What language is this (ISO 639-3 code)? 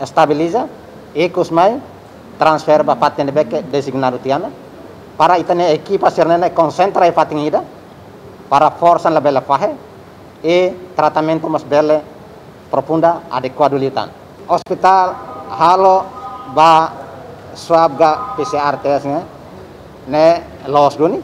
tet